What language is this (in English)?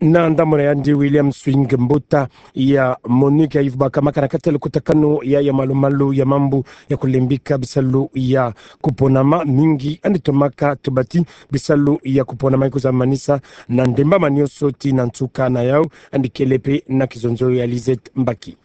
Kituba (Democratic Republic of Congo)